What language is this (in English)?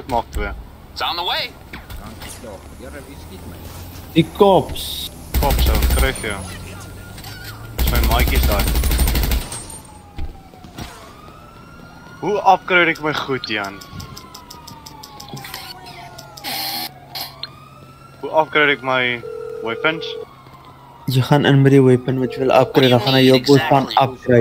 Afrikaans